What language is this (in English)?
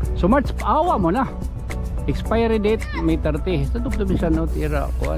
Waray